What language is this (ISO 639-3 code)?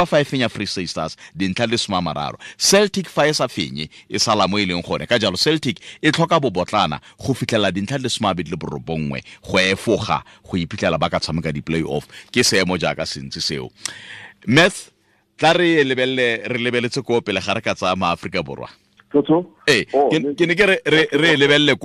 tsn